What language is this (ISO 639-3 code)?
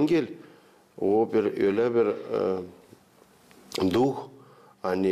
gag